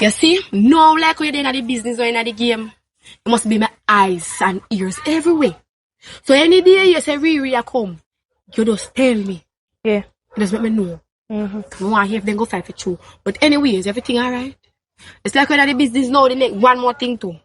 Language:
Jamaican Creole English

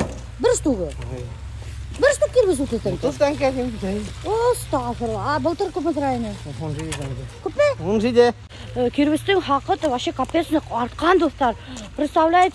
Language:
Bashkir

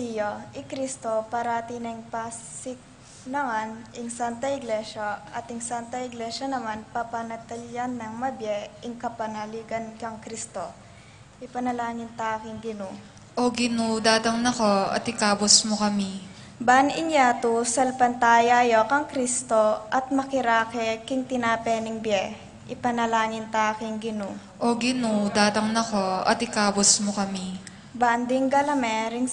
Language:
Pampanga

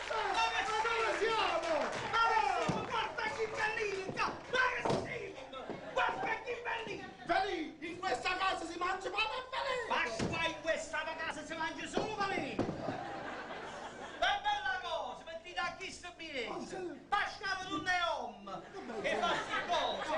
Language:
Neapolitan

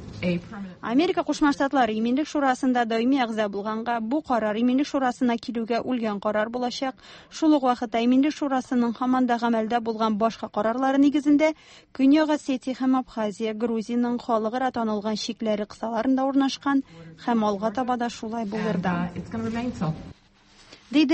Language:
Tatar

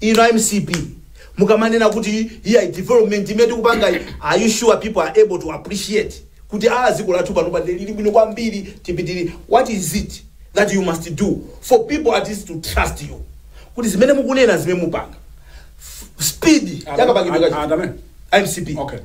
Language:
Nyanja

